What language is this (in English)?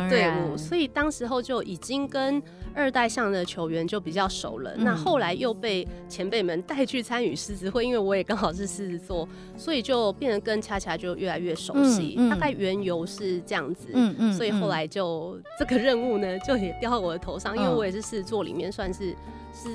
Chinese